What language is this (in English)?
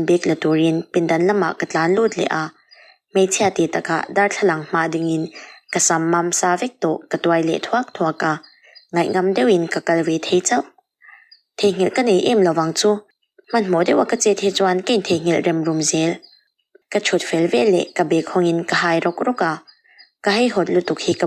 Mizo